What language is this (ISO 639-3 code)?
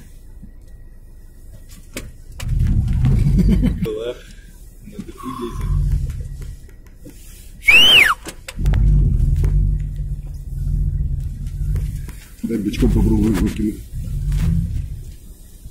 rus